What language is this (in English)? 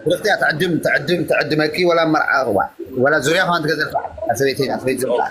Tigrinya